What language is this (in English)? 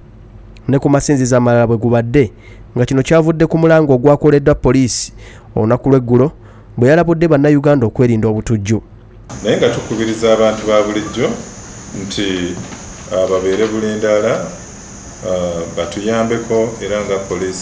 Ganda